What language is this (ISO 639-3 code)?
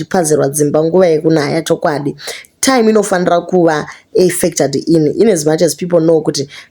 sna